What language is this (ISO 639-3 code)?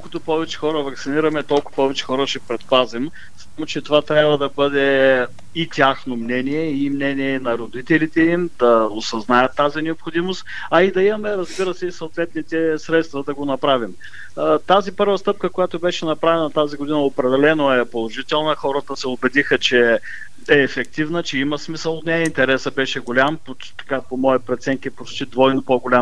bul